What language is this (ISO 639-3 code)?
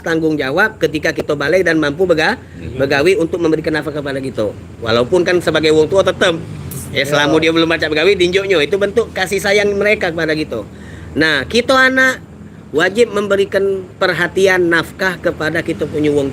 mui